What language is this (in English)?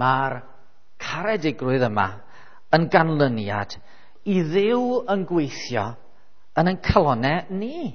Welsh